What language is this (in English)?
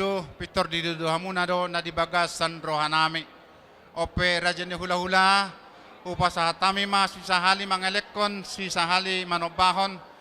Batak Toba